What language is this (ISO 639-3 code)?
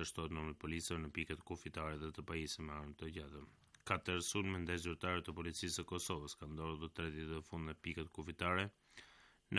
sqi